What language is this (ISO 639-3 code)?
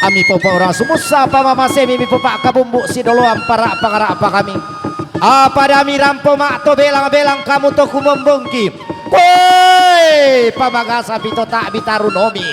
sda